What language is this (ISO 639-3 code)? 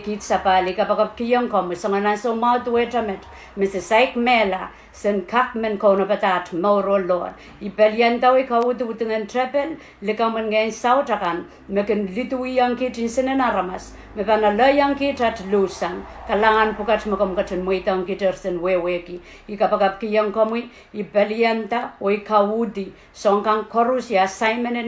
pon